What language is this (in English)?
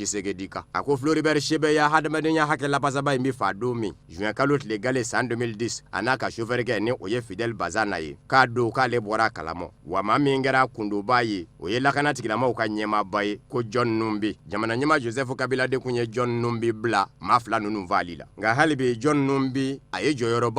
Bambara